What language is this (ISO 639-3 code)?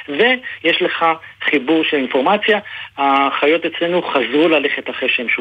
heb